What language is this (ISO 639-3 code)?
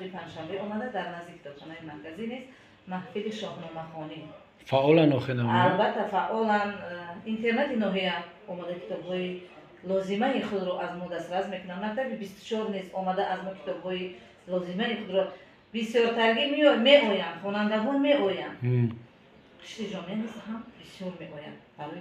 tgk